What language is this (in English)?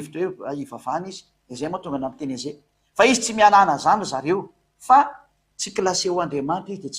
Malagasy